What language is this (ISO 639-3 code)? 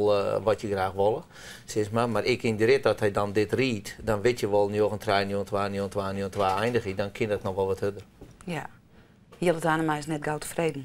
fry